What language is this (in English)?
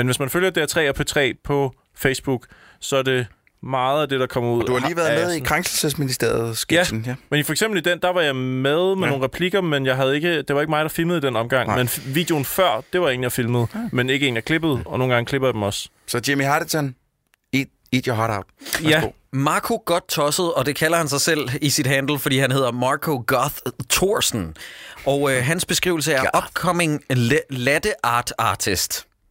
Danish